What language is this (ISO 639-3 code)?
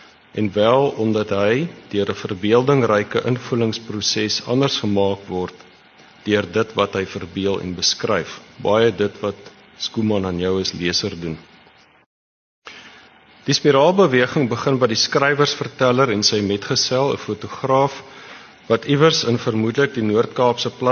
afr